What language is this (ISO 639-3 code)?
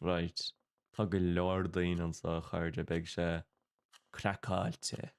gle